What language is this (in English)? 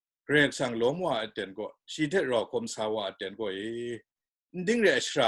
Kachin